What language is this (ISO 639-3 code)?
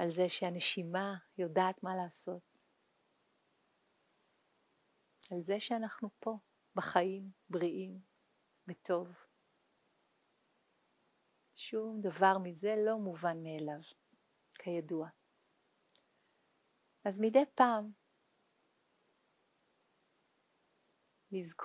heb